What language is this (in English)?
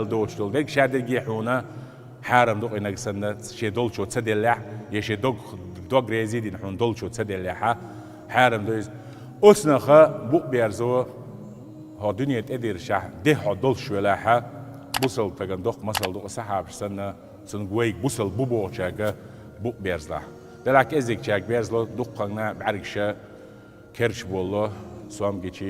Chechen